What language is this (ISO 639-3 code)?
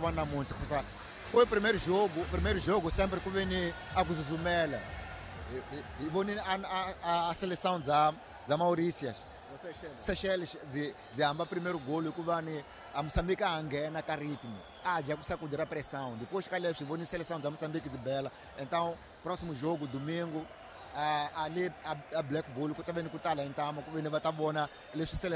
tso